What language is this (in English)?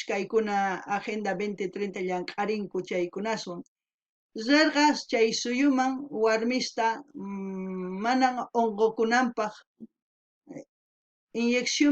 South Bolivian Quechua